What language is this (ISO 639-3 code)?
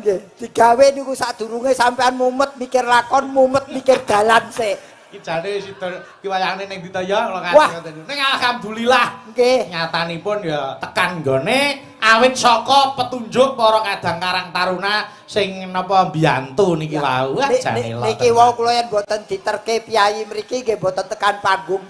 jav